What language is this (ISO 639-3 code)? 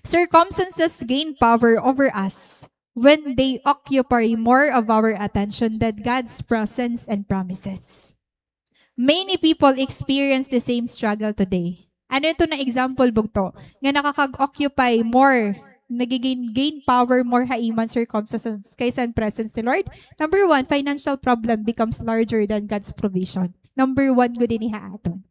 war